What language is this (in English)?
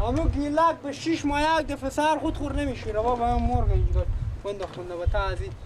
Persian